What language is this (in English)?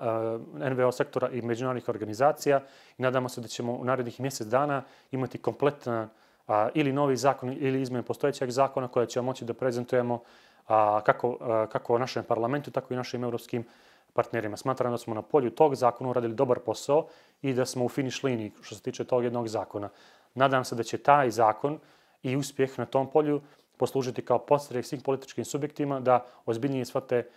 Bosnian